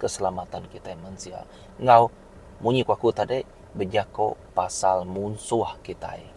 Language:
Iban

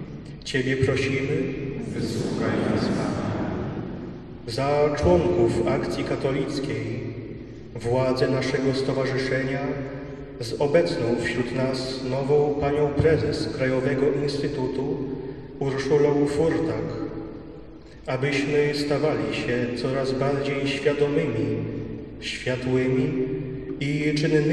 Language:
Polish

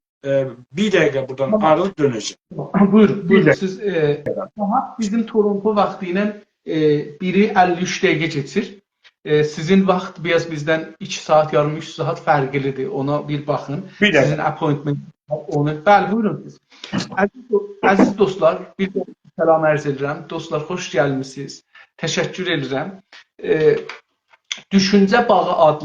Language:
South Azerbaijani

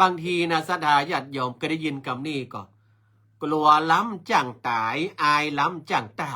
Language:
Northern Thai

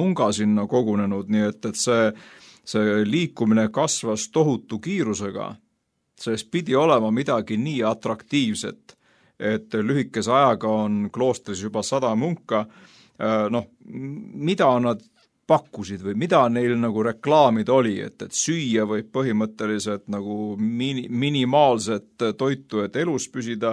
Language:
Estonian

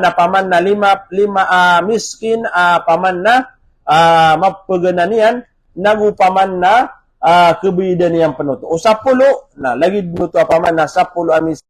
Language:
Maranao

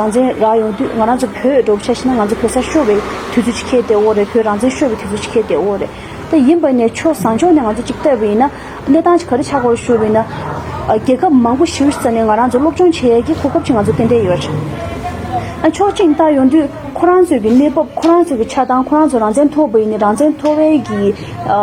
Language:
Tibetan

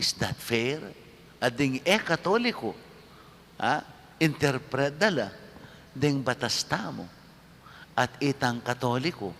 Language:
Pampanga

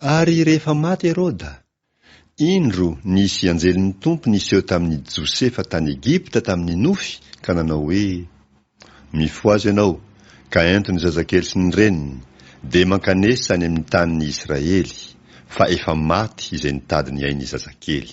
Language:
Malagasy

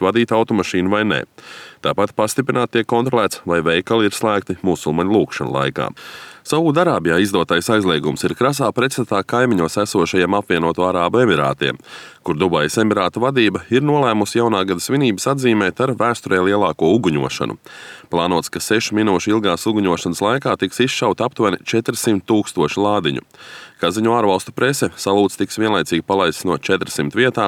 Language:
Latvian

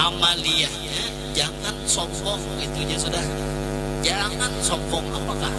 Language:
Banjar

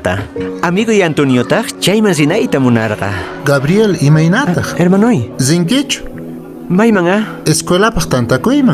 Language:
Quechua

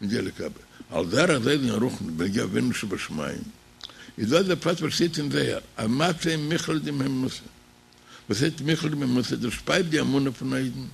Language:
Yiddish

